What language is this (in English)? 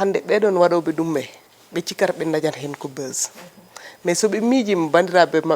Fula